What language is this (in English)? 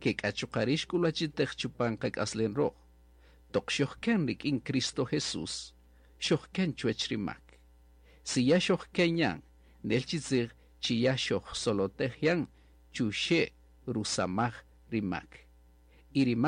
Kaqchikel